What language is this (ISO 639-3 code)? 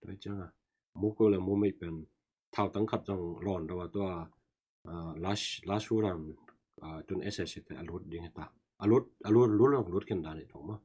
ctd